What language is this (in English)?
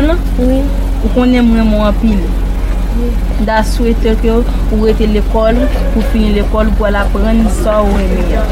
Haitian Creole